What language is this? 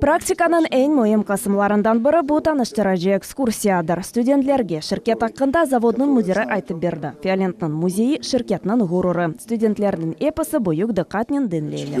Crimean Tatar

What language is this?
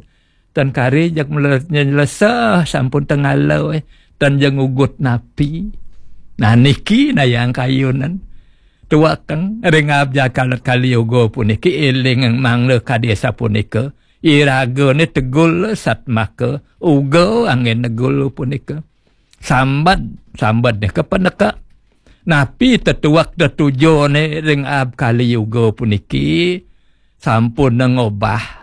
Balinese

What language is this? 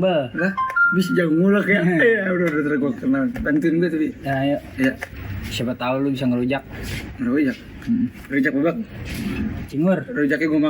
Betawi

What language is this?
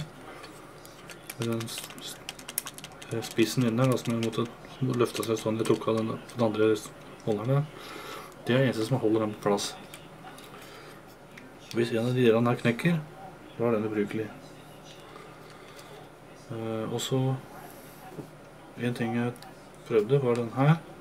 Norwegian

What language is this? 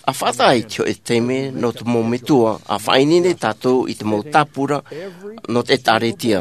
Tahitian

